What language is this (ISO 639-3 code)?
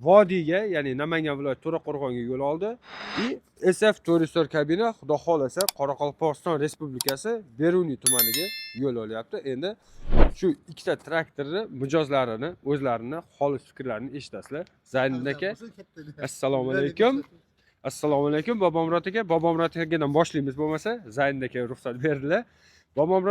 uzb